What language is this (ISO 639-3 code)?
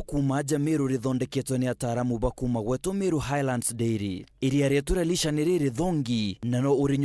mer